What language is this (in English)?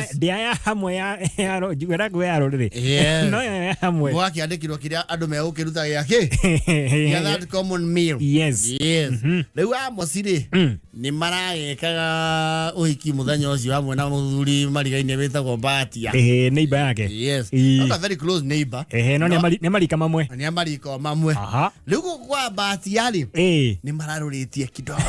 Kikuyu